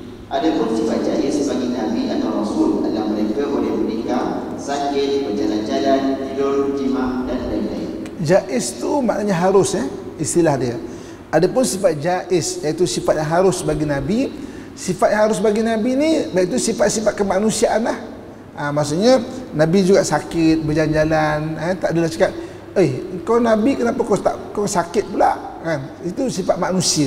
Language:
Malay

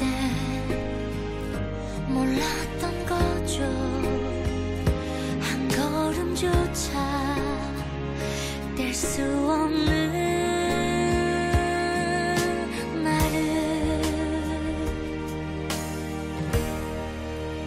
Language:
Korean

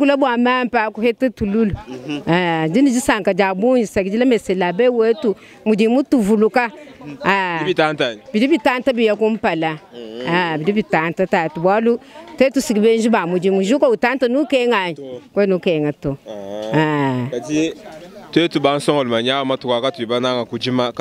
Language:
Luba-Lulua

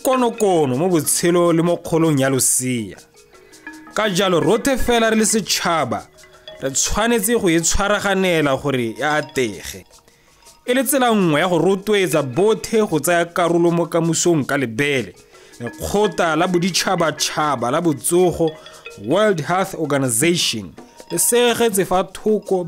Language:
Tswana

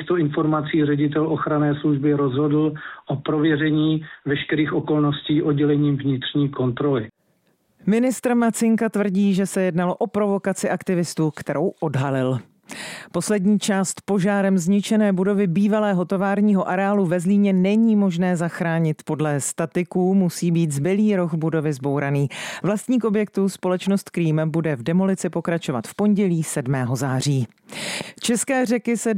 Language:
Czech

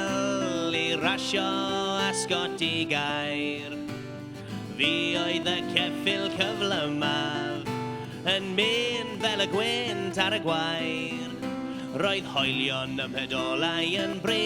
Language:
Welsh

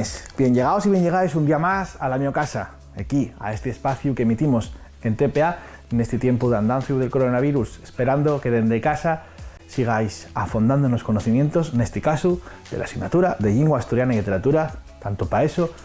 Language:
Asturian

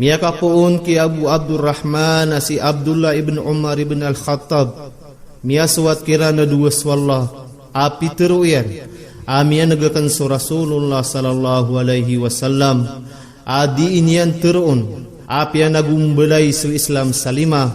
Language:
Maranao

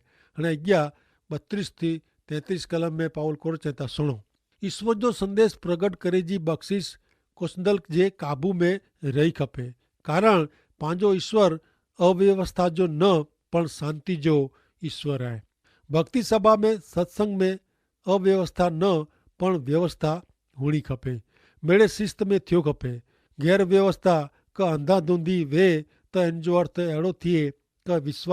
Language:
Kachhi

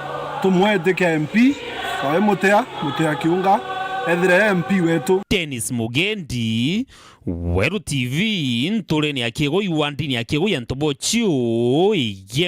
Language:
Meru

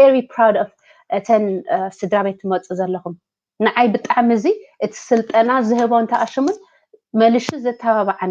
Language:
Tigrinya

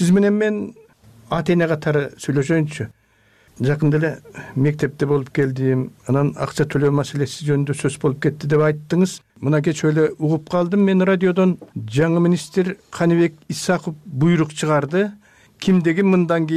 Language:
Kyrgyz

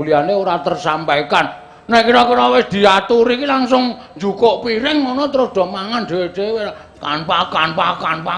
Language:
Javanese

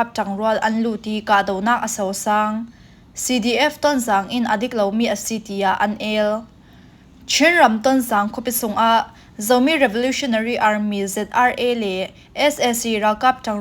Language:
Falam Chin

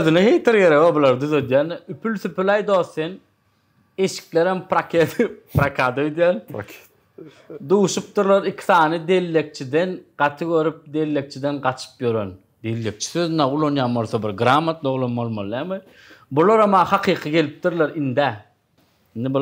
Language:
Turkmen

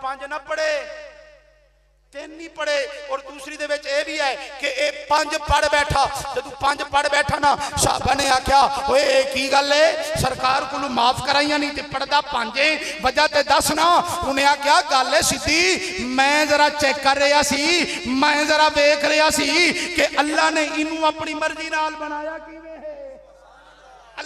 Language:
Western Panjabi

